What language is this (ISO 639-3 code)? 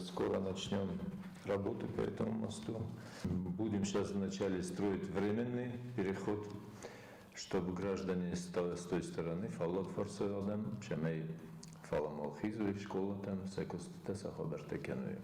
oss